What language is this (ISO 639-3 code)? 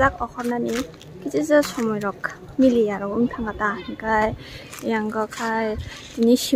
trp